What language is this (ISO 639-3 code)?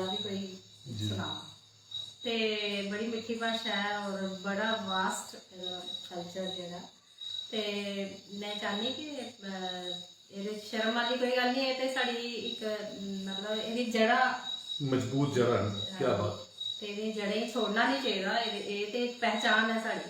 doi